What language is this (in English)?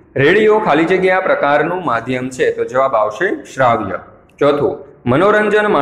Gujarati